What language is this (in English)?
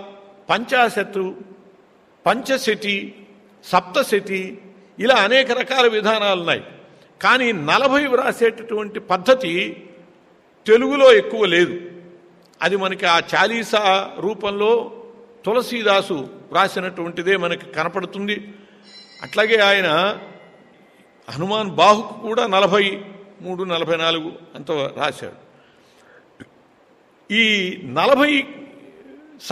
Telugu